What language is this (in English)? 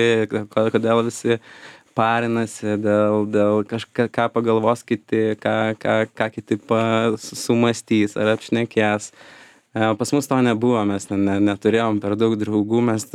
Lithuanian